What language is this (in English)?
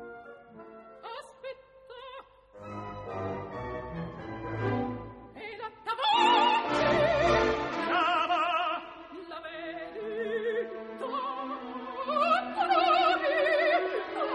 Italian